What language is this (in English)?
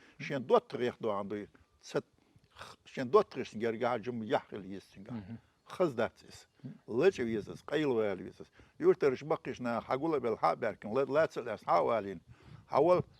Chechen